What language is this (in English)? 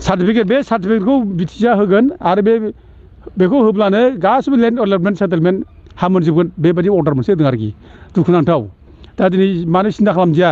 Bodo